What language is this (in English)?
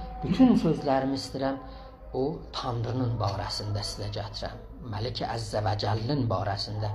South Azerbaijani